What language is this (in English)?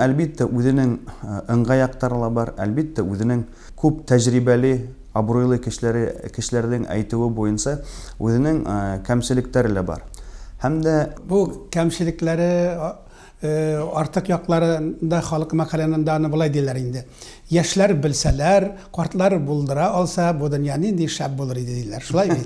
Tatar